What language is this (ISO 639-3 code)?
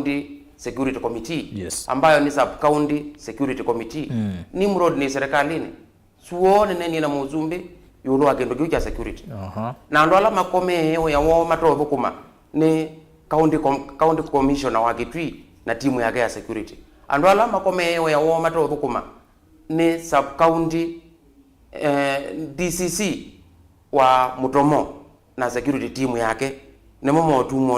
kam